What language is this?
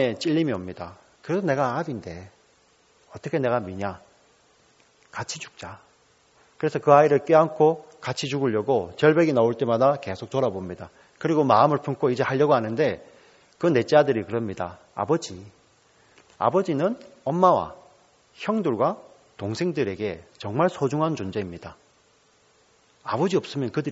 Korean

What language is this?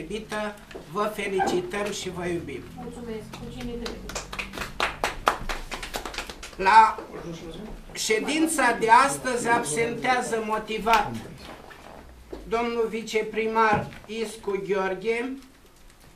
Romanian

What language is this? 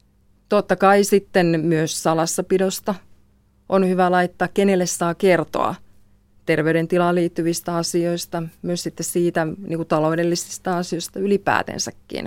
Finnish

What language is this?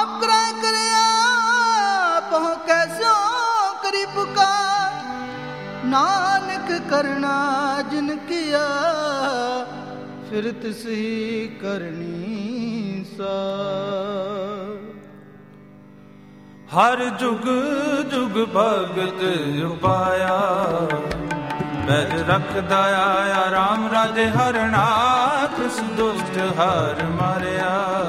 Punjabi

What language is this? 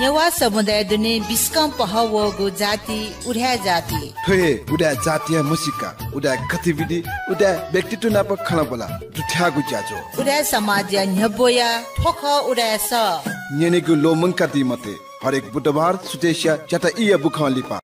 Newari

